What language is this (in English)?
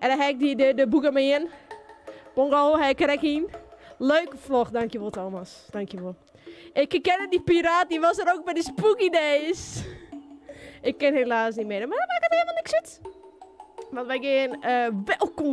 Western Frisian